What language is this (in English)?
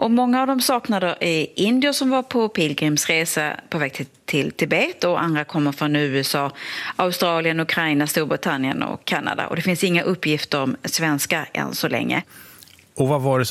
Swedish